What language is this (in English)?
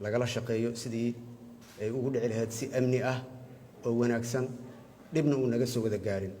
Somali